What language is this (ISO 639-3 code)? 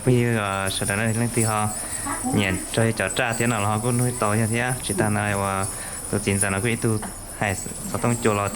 hmn